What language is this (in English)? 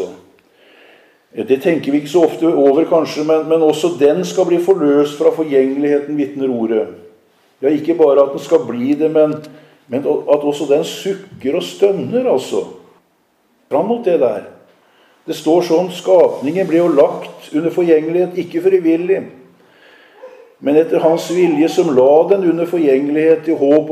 Norwegian